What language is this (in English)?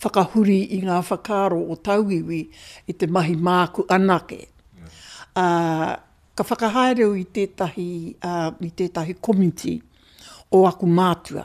Māori